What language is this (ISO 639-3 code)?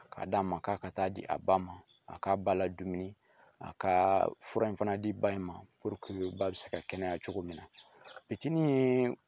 bam